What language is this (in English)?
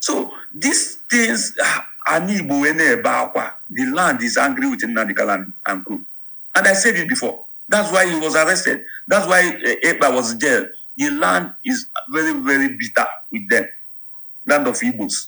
Igbo